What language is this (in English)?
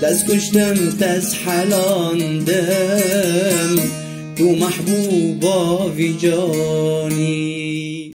Kurdish